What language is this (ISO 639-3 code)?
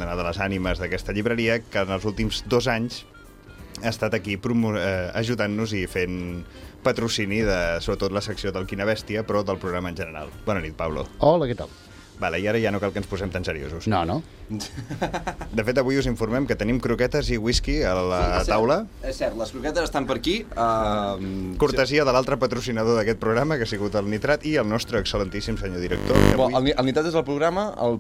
cat